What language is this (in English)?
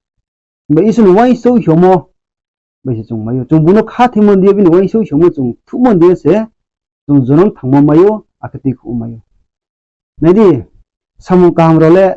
Riang (India)